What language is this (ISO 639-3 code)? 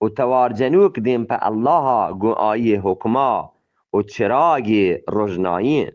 bgp